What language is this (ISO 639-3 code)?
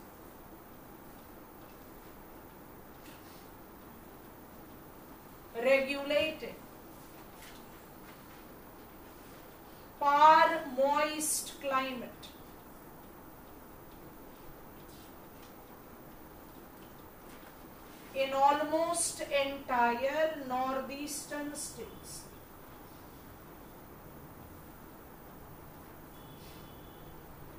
eng